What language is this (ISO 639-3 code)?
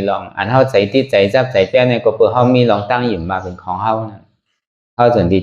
shn